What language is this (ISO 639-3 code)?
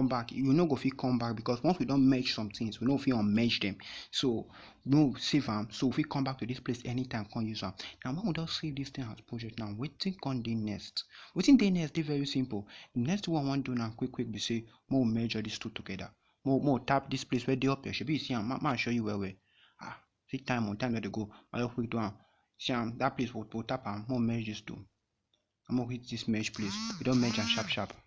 pcm